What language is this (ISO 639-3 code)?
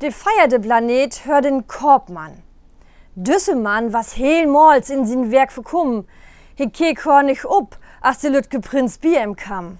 nds